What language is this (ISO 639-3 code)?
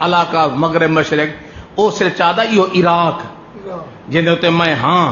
skr